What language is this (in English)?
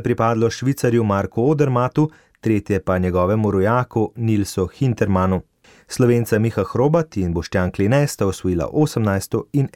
Slovenian